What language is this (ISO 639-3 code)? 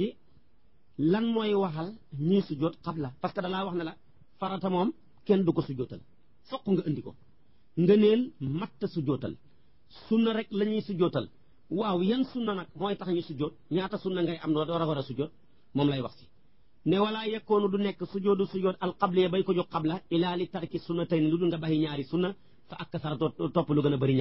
wol